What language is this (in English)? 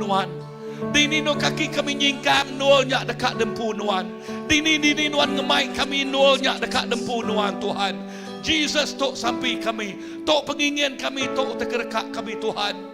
Iban